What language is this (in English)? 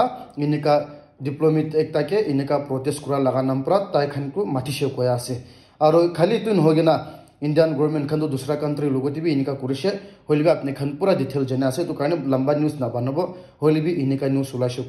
Naga Pidgin